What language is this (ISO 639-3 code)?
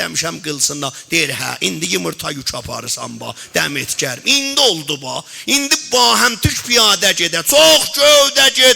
azb